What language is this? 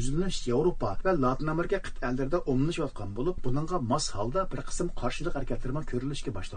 Uyghur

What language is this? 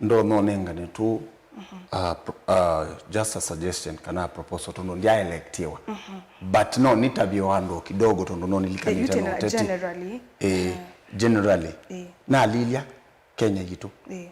Kamba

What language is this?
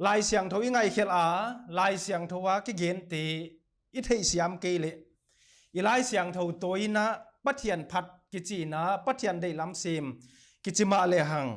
Paite Chin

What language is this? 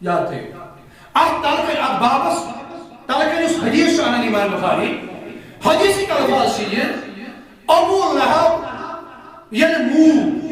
Kashmiri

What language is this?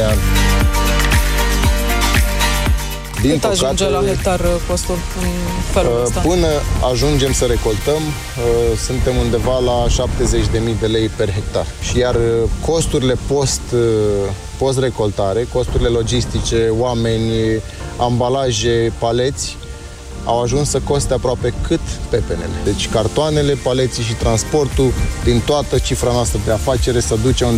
Romanian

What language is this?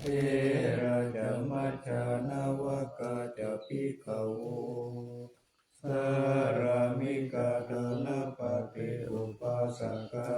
Pali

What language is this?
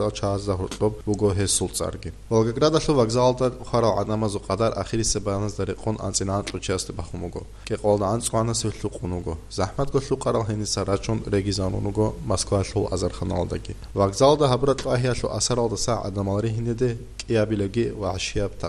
Avaric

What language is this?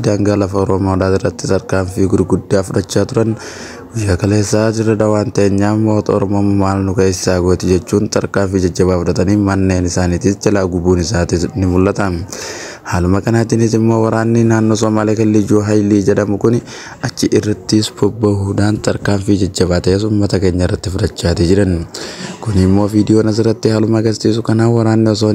Oromo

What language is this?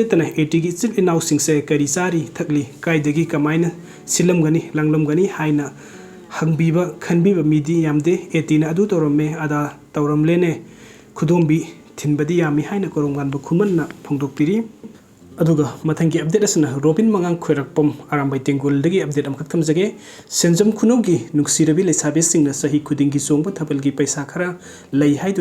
Manipuri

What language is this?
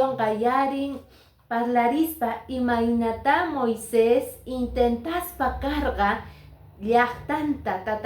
Quechua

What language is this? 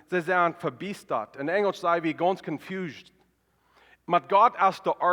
Plautdietsch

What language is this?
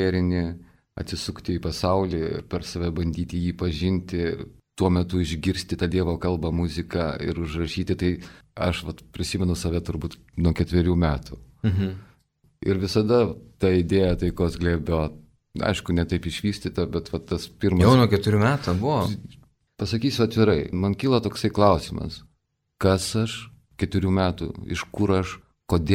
Lithuanian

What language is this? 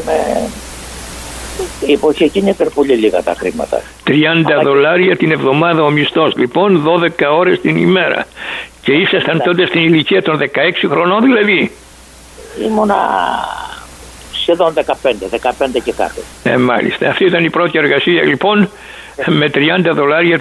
Greek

